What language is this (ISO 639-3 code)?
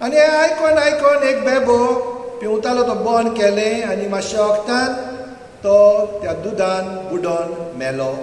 kok